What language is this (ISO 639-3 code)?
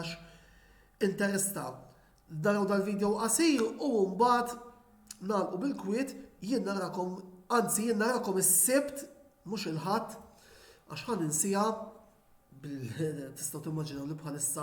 mlt